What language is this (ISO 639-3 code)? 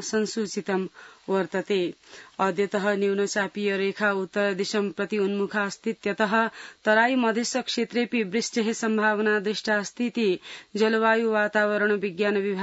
san